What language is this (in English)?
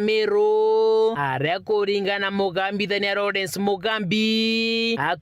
Meru